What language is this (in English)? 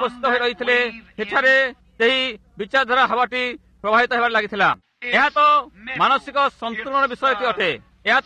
Odia